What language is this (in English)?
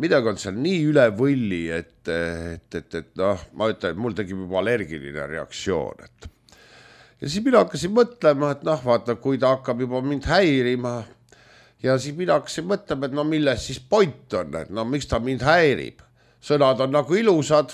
Estonian